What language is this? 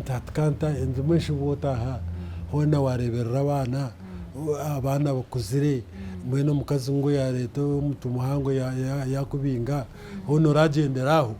Nyankole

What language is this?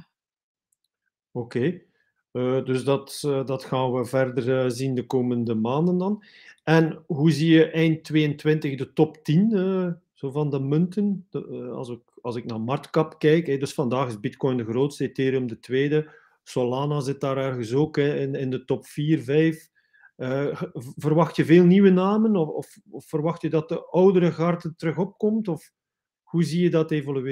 Dutch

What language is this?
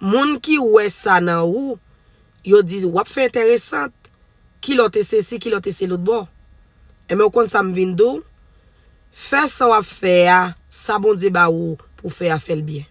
Haitian Creole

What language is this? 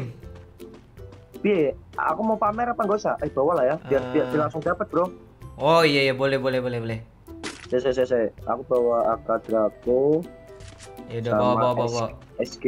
Indonesian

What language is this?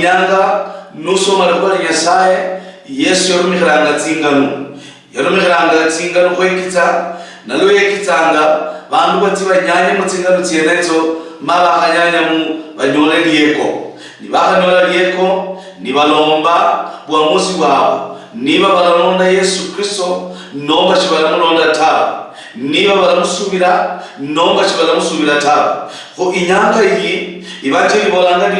Luyia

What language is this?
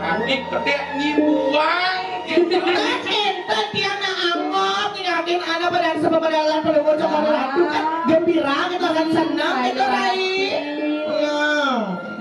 Balinese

